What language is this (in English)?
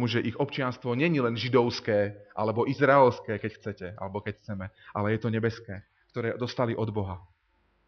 Slovak